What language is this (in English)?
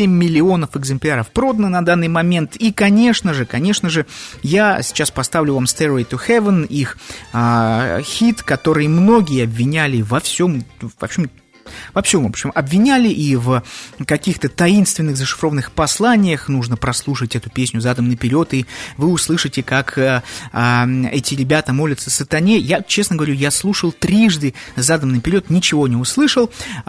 Russian